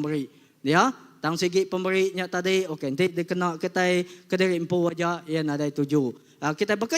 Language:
Iban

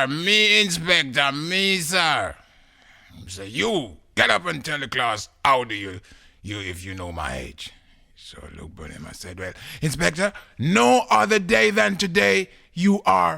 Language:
Jamaican Creole English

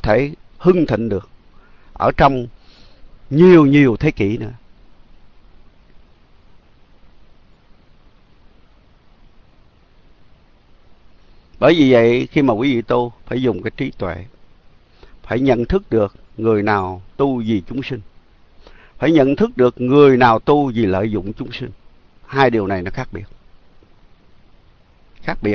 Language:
Vietnamese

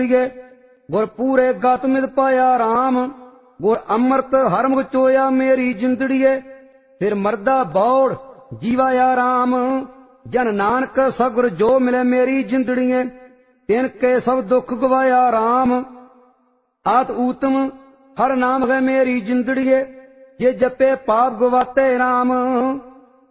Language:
Punjabi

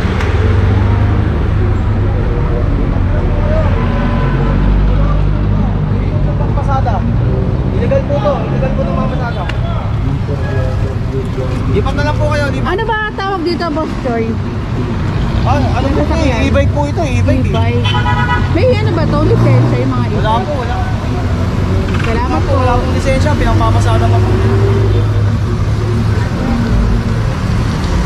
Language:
Filipino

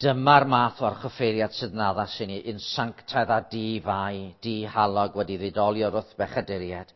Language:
Welsh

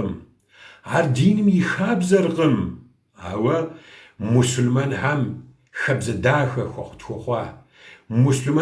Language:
Kabardian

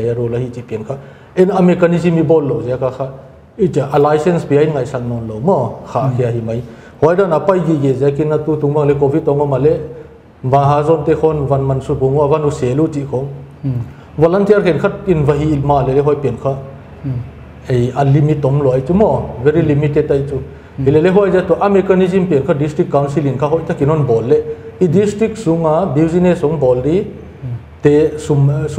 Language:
Paite Chin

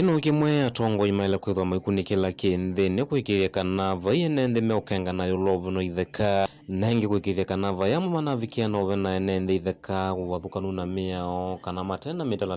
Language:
Kamba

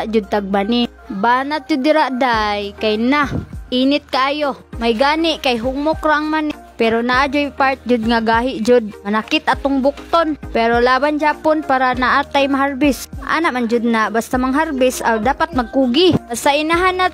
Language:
Cebuano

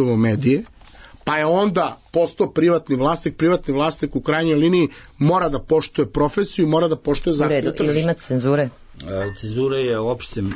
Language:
Serbian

